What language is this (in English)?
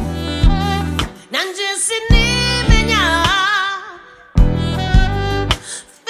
Kinyarwanda